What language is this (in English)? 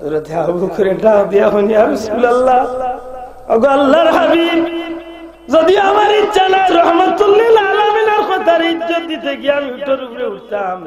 Sylheti